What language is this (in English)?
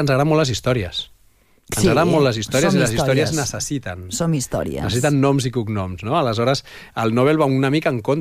Catalan